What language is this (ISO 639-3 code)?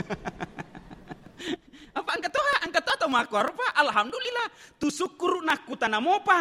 bug